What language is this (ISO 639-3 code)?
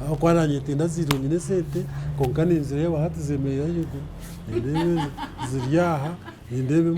nyn